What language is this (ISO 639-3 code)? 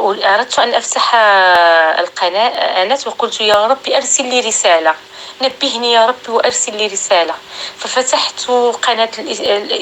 apc